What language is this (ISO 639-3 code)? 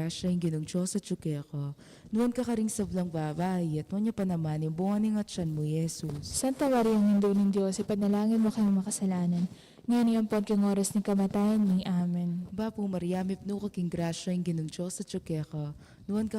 pam